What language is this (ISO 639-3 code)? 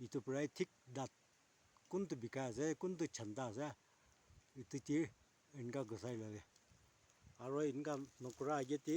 nag